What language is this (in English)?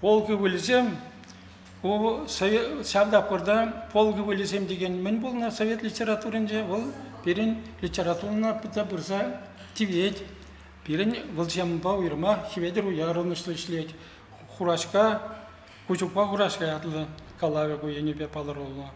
Chuvash